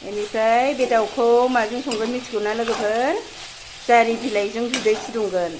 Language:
Bodo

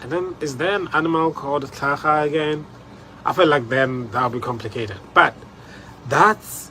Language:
Tswana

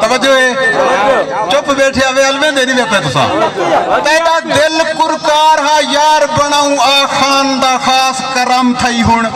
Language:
Saraiki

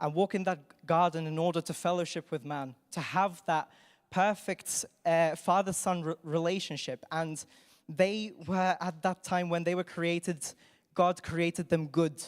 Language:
English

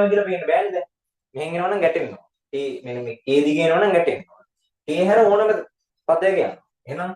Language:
Sinhala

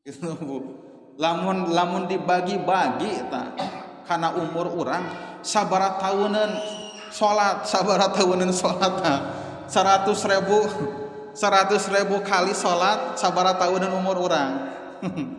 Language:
Sundanese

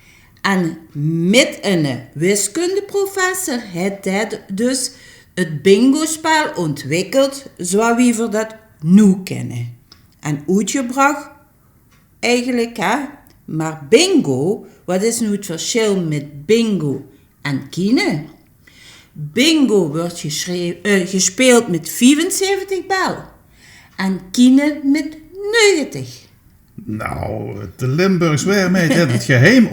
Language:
Limburgish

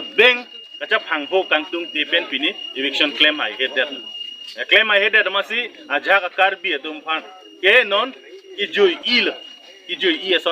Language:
Karbi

